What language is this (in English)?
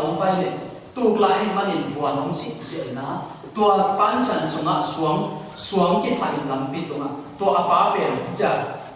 Tedim Chin